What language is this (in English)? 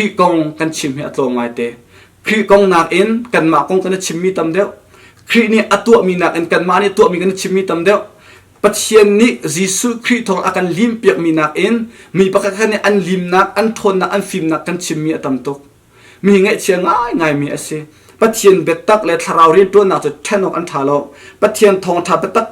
Hakha Chin